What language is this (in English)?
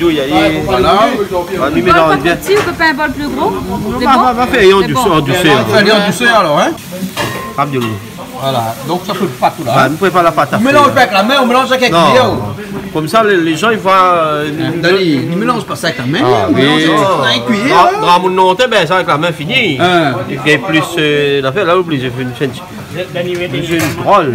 Réunion Creole French